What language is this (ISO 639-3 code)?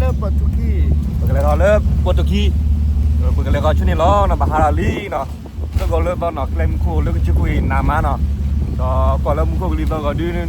ksw